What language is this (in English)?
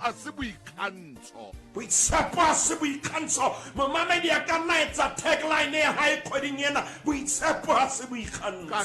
Southern Sotho